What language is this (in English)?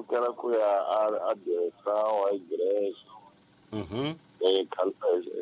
Tsonga